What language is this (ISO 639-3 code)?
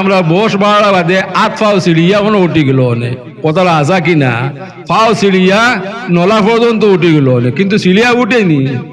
syl